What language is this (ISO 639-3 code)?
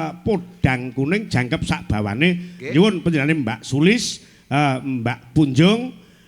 jav